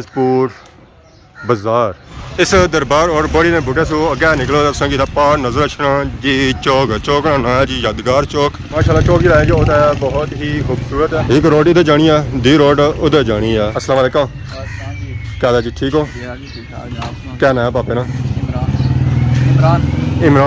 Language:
Pahari-Potwari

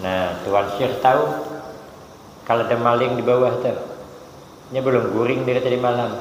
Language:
Banjar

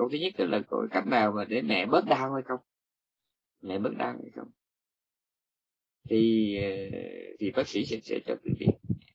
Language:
Vietnamese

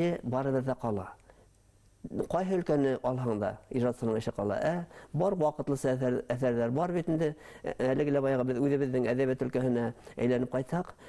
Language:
Bashkir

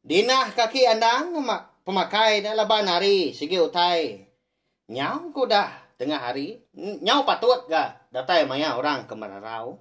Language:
Iban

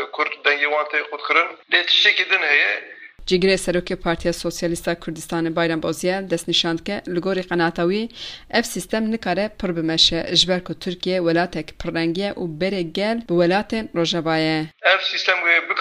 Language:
Kurdish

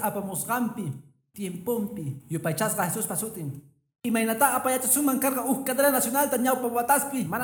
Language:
Quechua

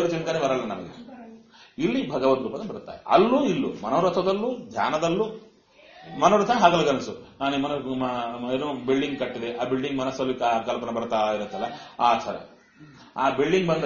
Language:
Kannada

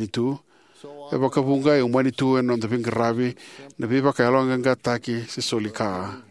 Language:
Fijian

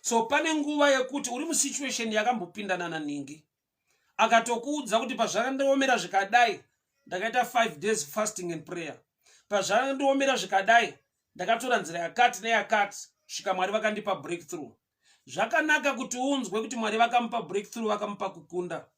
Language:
Shona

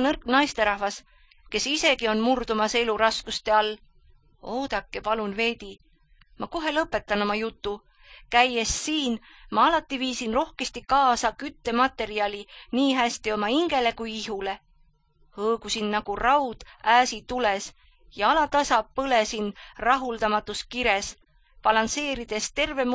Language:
Estonian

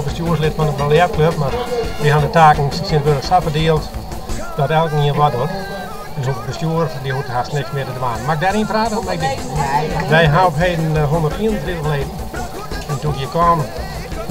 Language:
Western Frisian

